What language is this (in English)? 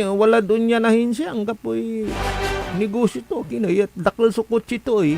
Pangasinan